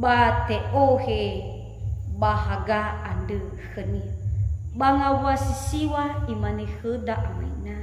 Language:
Nias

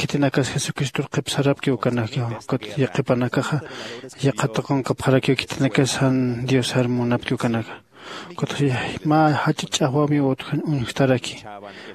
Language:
Aymara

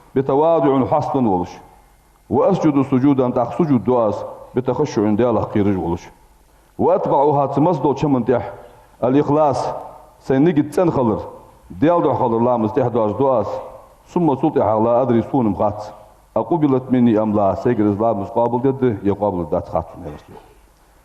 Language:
Ingush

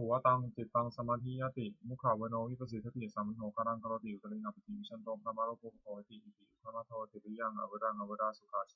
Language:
Pali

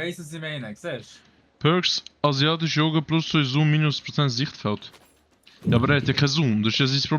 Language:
Swiss German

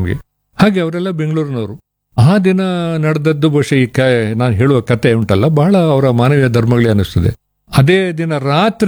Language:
Kannada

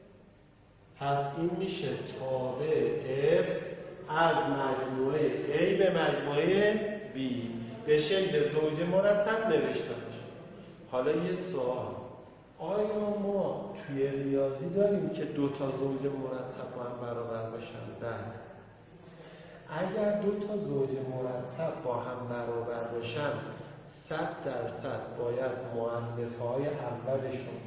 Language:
Persian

